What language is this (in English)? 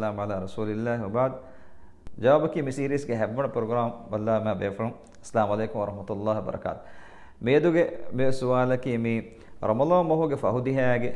Divehi